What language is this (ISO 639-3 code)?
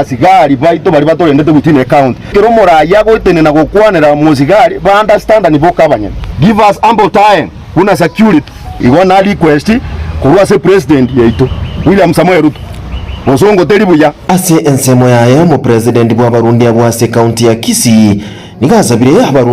guz